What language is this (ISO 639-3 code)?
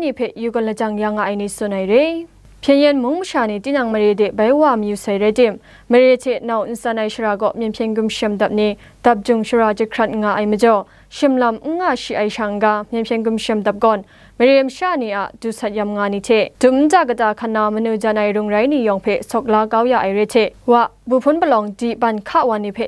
kac